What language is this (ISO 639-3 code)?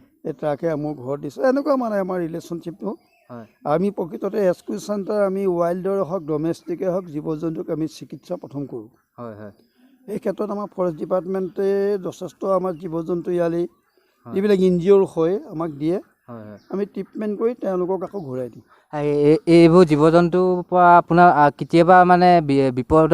asm